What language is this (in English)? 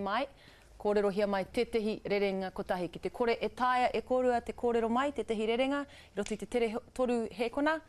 Māori